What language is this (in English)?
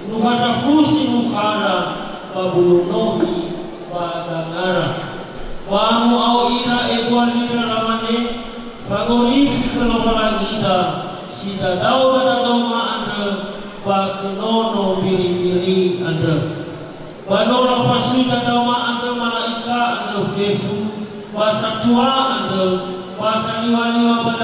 Nias